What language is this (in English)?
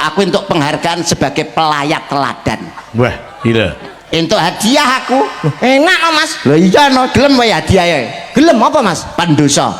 Javanese